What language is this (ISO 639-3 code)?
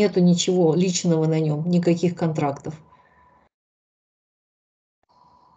rus